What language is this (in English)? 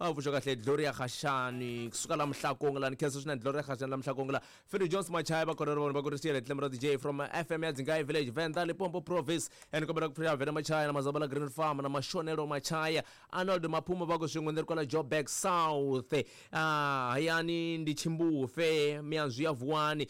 Tsonga